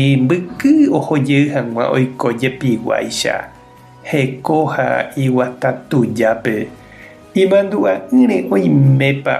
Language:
Guarani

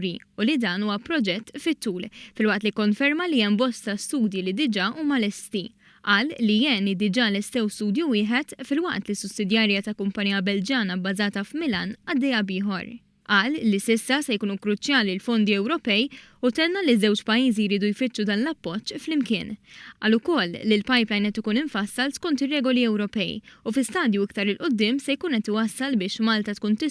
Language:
Maltese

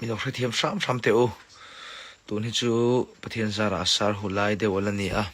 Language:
Mizo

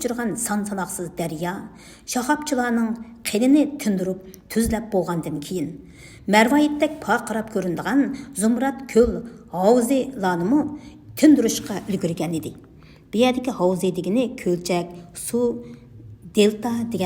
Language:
Uyghur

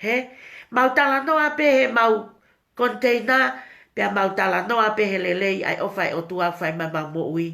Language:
Tongan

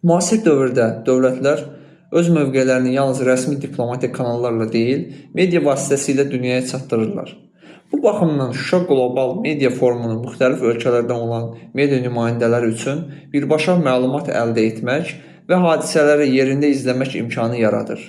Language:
Azerbaijani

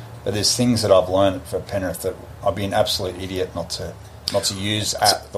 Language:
English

